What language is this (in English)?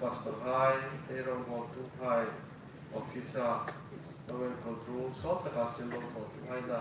Hmar